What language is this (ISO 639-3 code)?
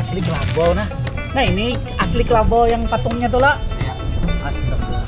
bjn